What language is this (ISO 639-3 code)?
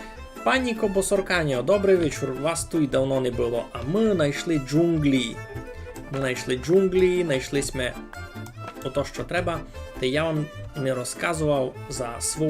rue